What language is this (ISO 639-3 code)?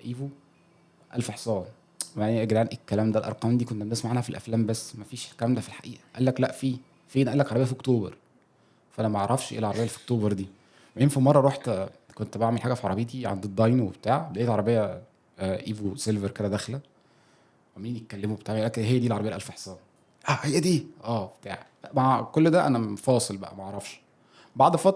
arz